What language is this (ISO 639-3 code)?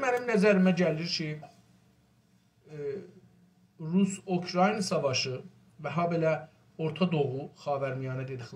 azb